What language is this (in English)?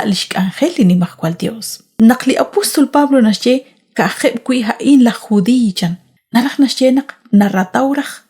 Kekchí